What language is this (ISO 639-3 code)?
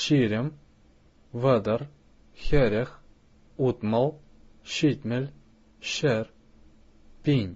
chv